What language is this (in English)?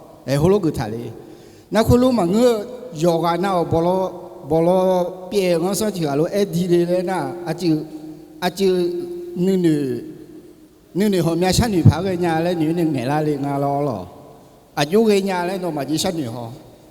Akha